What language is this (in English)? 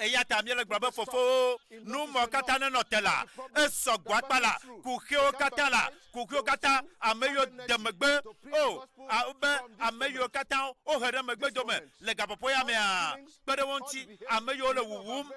Ewe